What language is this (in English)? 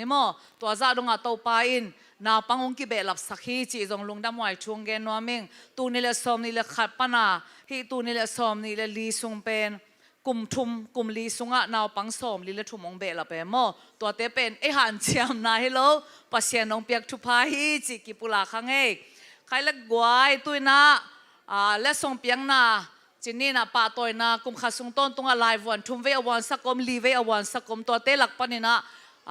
Tedim Chin